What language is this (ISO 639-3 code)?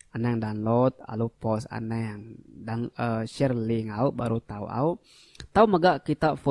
iba